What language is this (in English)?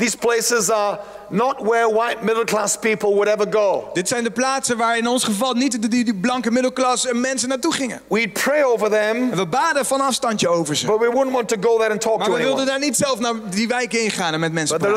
Dutch